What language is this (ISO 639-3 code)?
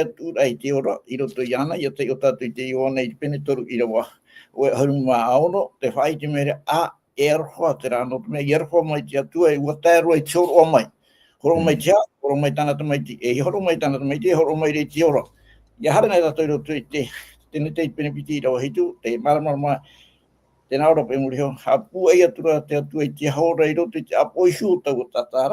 tah